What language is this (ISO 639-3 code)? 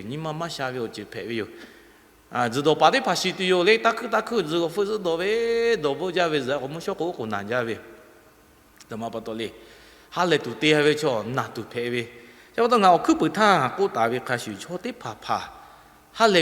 lhu